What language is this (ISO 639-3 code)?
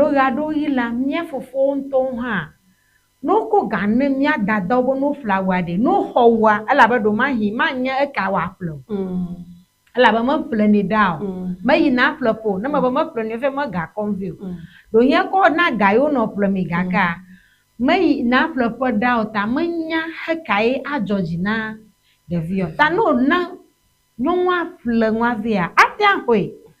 ewe